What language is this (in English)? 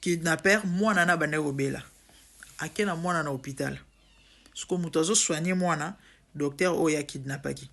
Lingala